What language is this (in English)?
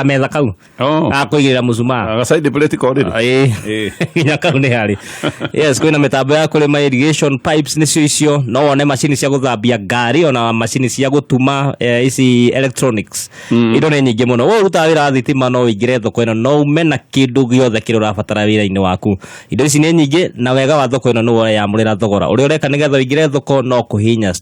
Kikuyu